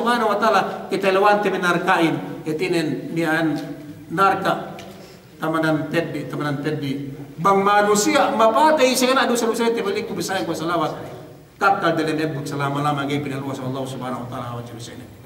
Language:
Yakan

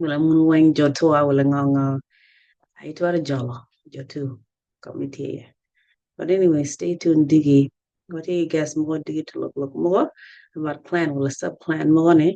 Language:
Acoli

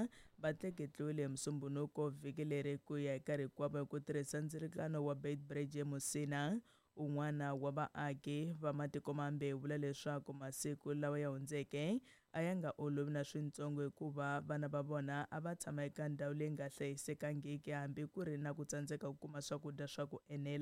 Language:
Tsonga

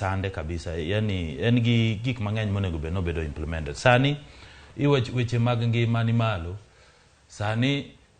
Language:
Luo (Kenya and Tanzania)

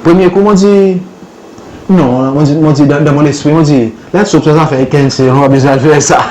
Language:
Seselwa Creole French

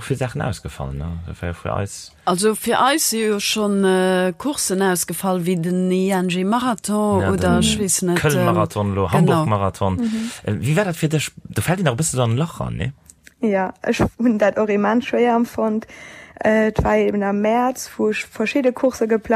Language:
Luxembourgish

